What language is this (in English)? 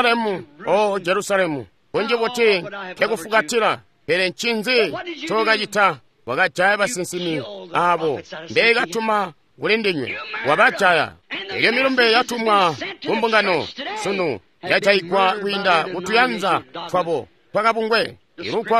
Tonga (Zambia)